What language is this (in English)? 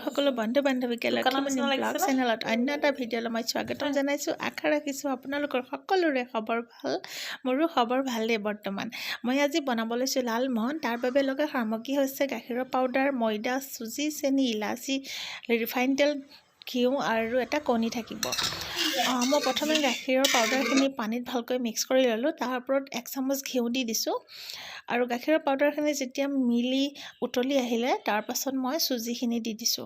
Assamese